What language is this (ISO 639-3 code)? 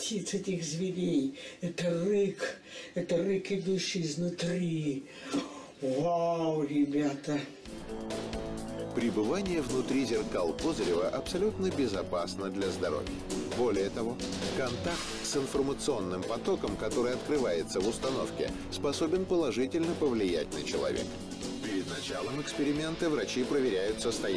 rus